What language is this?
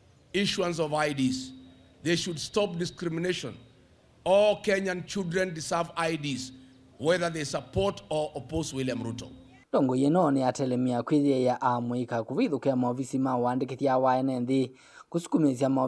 Kamba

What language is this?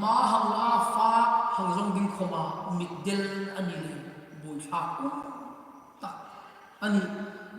Hmar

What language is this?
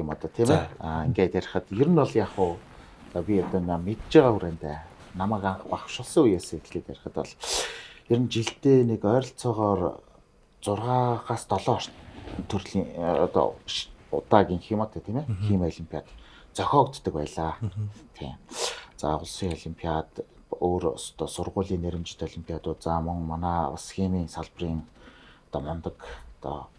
Mongolian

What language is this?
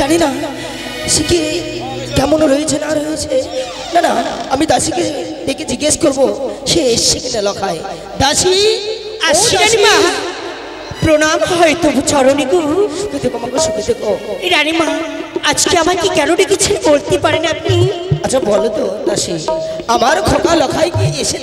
Bangla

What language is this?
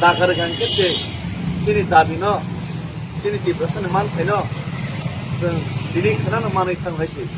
Kok Borok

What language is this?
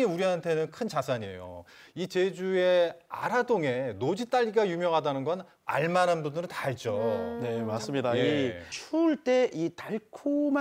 Korean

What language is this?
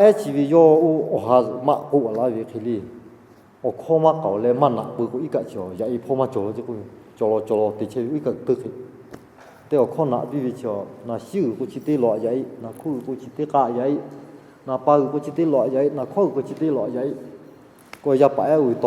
Lahu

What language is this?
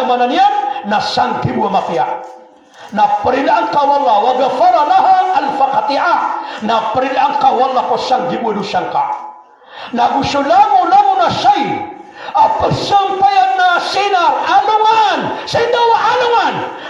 Maranao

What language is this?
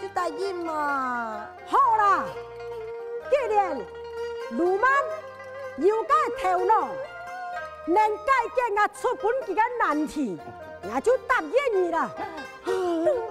Hakka Chinese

